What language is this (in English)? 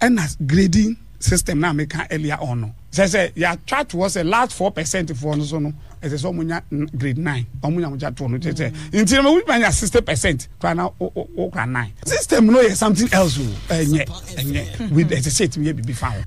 Akan